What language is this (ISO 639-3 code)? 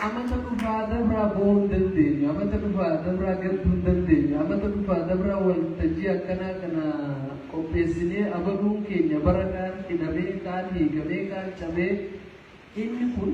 orm